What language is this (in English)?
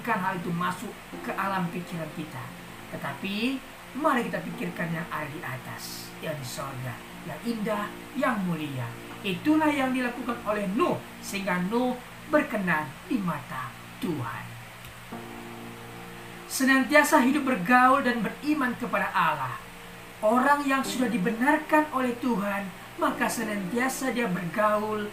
Indonesian